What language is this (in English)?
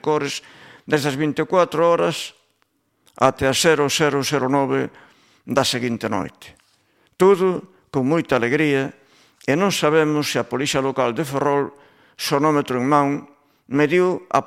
Galician